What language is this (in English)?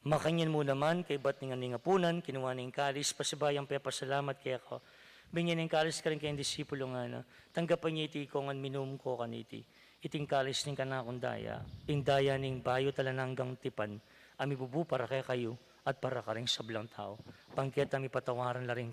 Pampanga